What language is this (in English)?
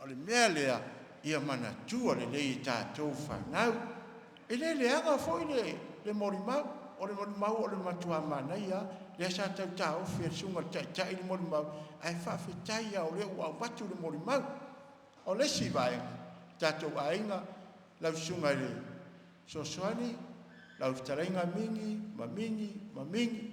Samoan